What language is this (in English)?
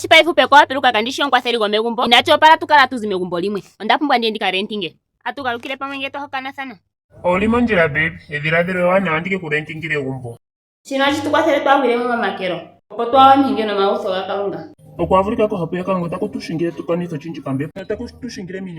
Ndonga